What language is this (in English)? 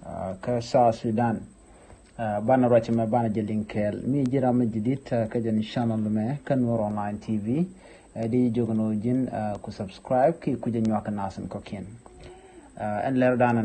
Nuer